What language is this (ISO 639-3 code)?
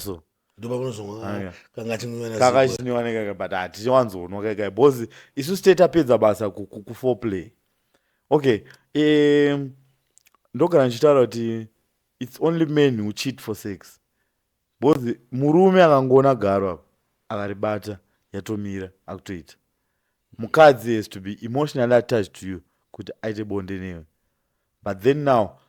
sna